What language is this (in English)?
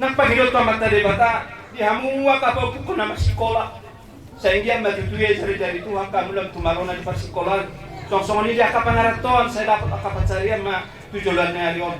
Batak Toba